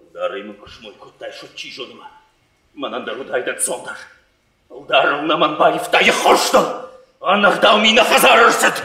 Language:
Ossetic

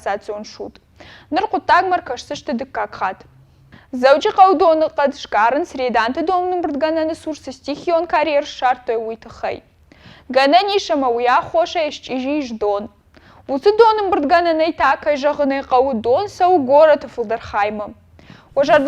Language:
Ossetic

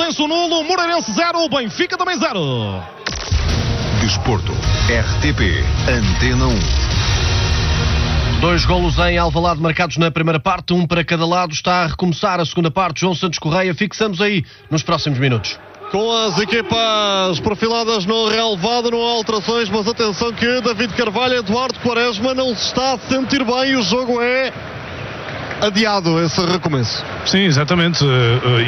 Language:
Portuguese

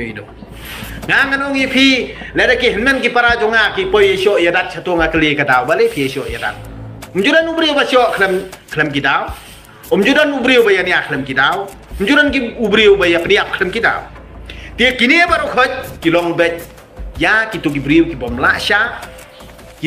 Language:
Khasi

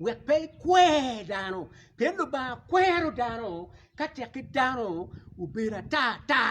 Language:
Acoli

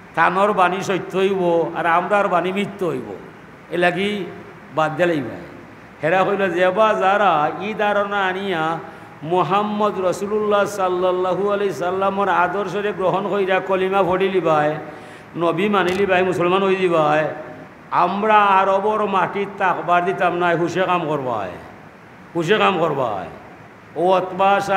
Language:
Sylheti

